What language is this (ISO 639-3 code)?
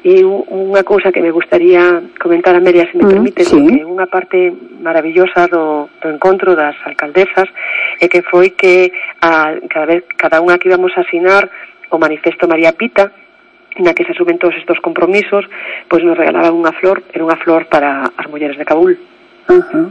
glg